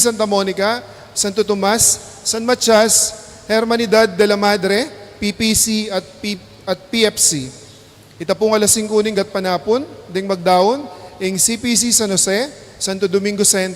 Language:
Pampanga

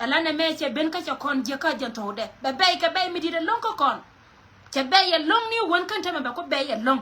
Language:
Nuer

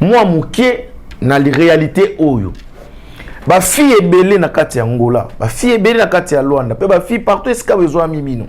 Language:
Lingala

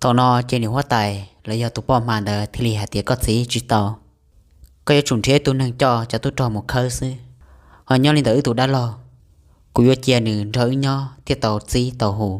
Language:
Hmong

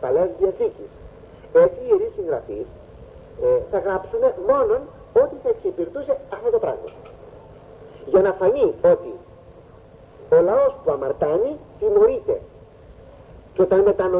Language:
Greek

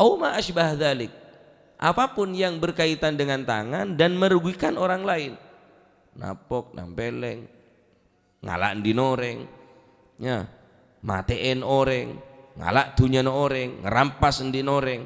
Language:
Madurese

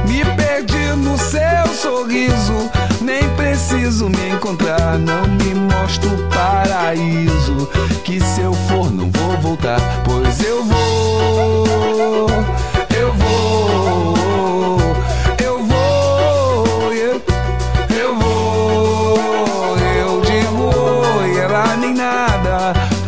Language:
Portuguese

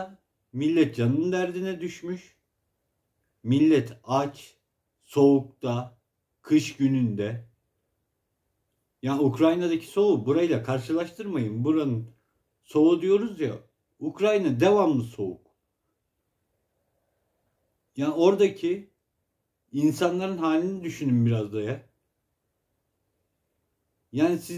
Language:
Turkish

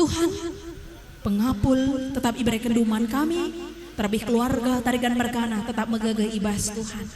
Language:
Batak Karo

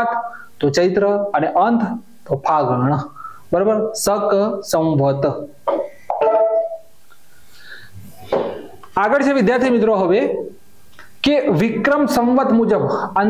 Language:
Gujarati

